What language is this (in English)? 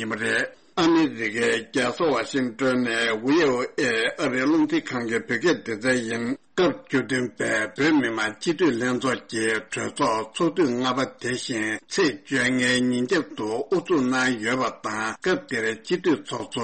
Tibetan